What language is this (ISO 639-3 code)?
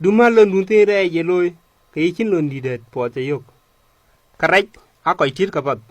din